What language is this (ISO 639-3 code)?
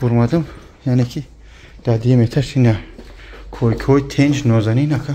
tgk